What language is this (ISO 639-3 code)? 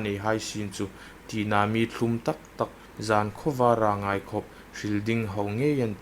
hmr